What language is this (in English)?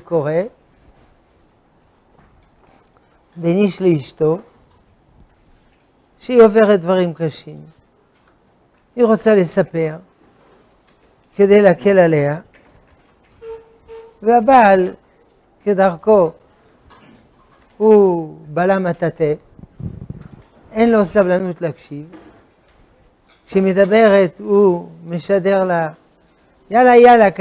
Hebrew